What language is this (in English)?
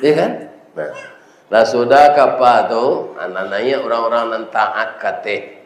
Minangkabau